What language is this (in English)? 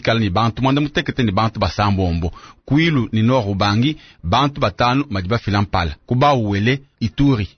Luba-Lulua